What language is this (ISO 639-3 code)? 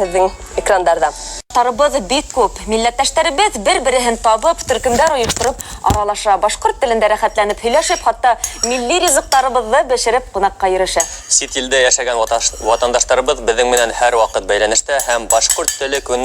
bak